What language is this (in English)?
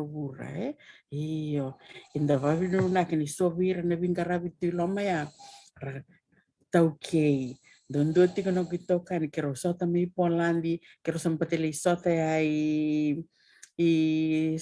Fijian